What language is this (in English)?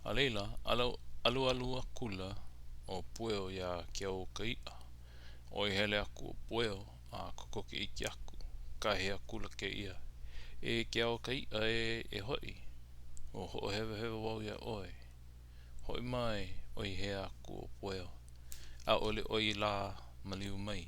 Hawaiian